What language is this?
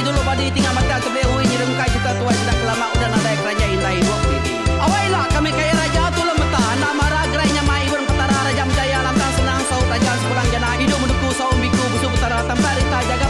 Iban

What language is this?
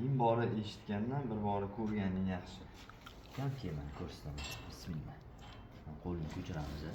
Uzbek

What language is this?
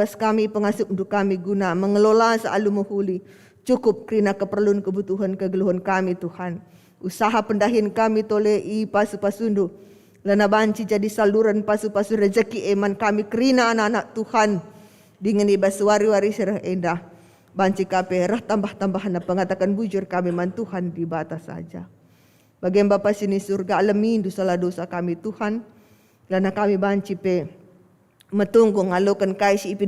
Batak Karo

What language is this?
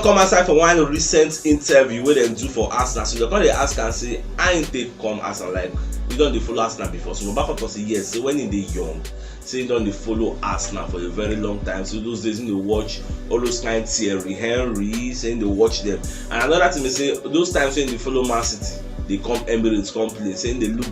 Nigerian Pidgin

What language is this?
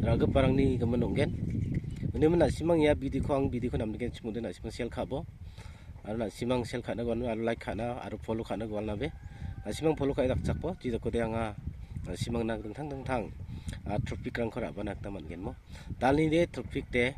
Garo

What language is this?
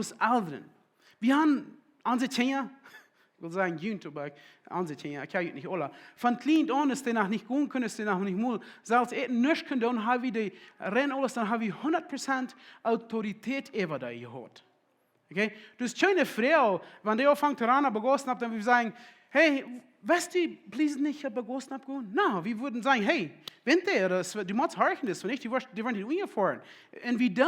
Plautdietsch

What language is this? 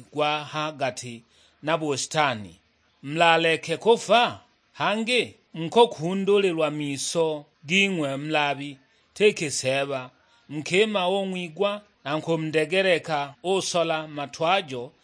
Sukuma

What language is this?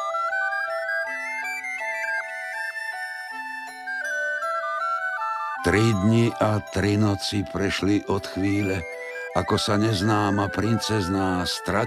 Slovak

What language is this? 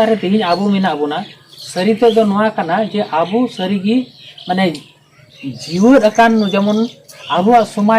Santali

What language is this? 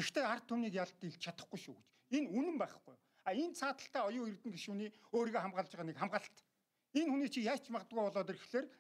Mongolian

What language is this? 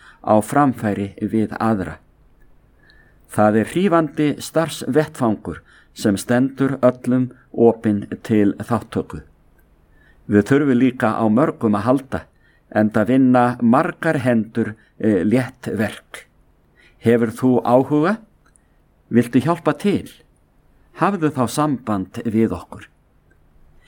Icelandic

